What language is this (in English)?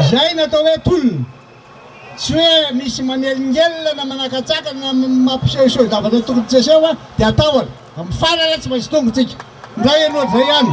Malagasy